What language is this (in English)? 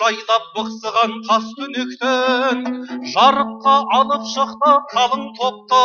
Kazakh